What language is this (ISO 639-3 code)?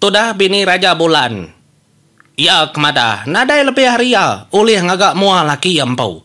iba